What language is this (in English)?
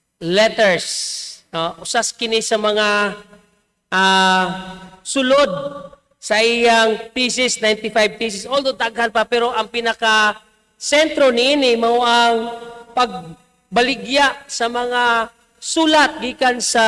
Cebuano